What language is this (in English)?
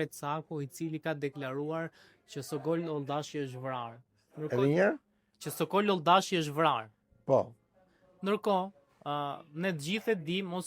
Albanian